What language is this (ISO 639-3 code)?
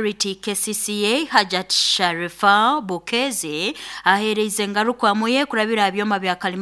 nyn